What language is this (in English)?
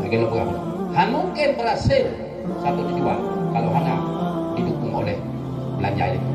Achinese